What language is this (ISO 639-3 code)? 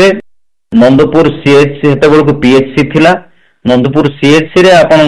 ori